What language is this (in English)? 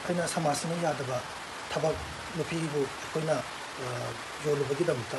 Manipuri